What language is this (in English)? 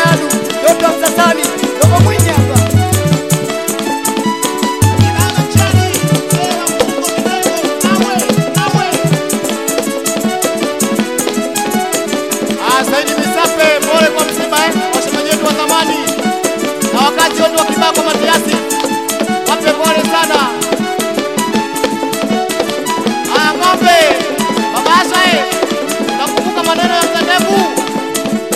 Swahili